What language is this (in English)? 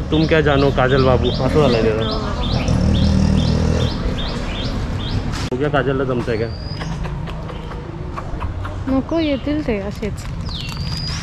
Marathi